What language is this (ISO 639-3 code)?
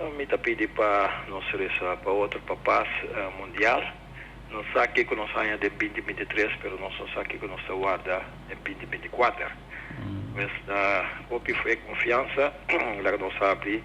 pap